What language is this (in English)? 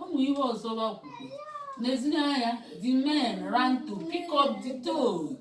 Igbo